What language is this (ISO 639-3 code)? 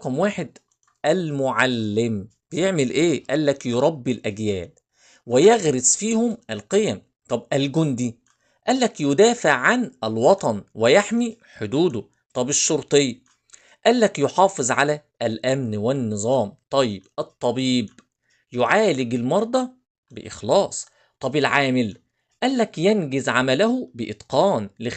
arz